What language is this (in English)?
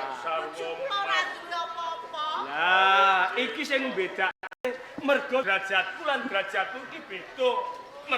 Javanese